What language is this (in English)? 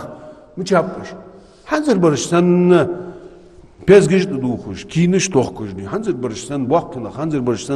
Ingush